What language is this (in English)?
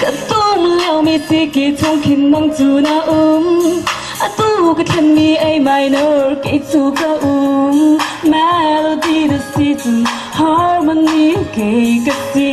Hakha Chin